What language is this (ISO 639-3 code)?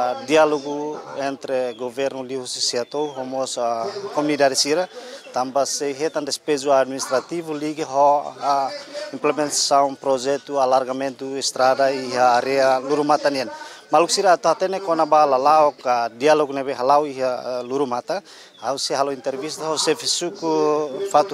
tet